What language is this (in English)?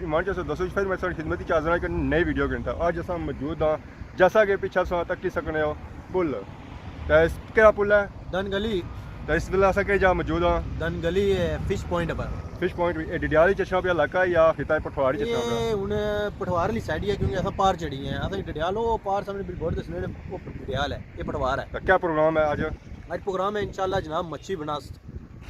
Pahari-Potwari